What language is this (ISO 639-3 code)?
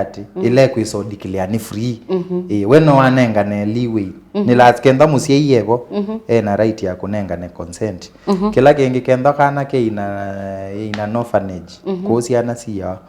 kam